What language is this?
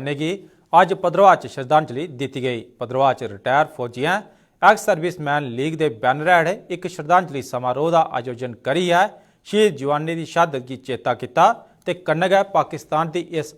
Dogri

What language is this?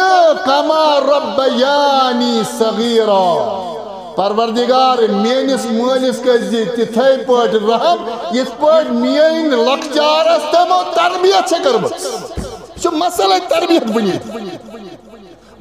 Kashmiri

